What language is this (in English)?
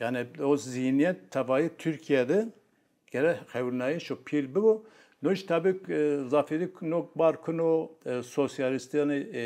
Zaza